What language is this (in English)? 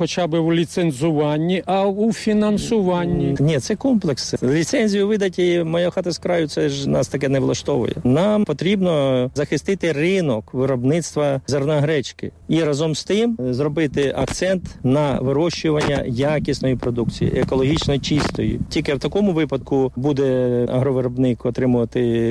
Ukrainian